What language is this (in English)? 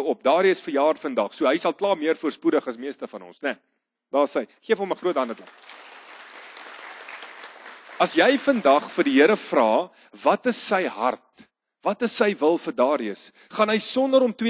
Afrikaans